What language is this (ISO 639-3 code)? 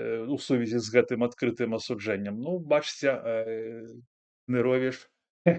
bel